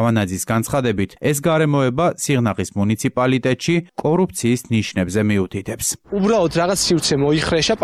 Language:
Georgian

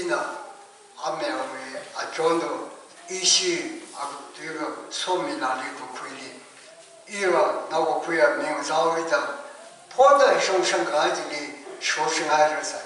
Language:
Tangkhul Naga (India)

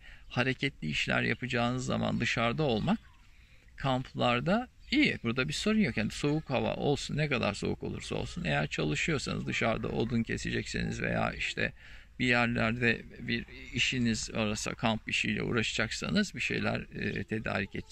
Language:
Turkish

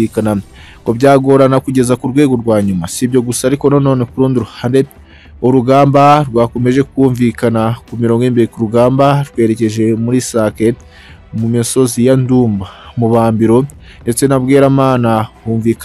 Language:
Kinyarwanda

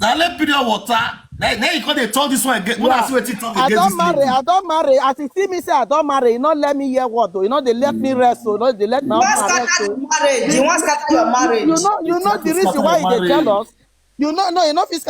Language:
Nigerian Pidgin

